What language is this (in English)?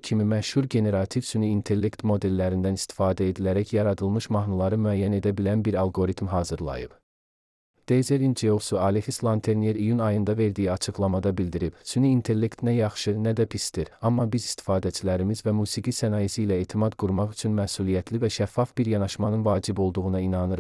Azerbaijani